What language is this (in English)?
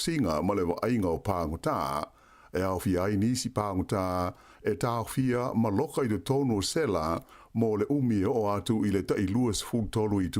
Samoan